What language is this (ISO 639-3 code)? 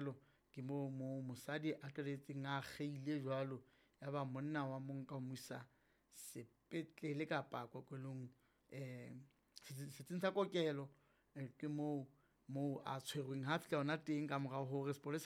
sot